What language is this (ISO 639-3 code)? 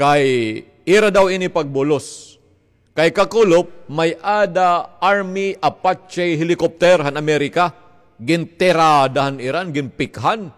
war